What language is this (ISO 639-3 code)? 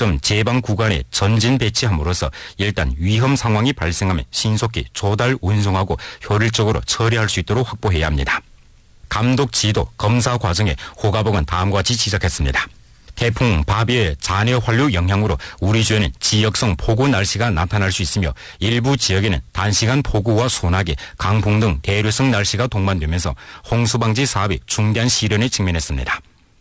kor